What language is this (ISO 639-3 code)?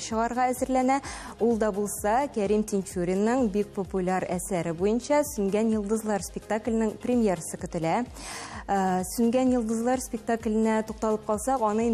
tat